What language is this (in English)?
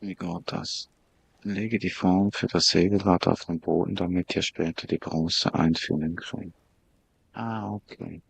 Swiss German